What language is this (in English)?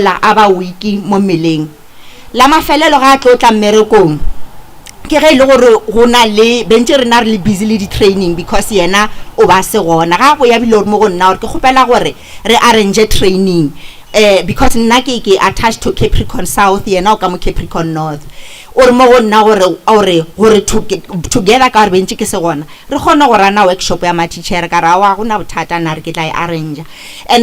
Northern Sotho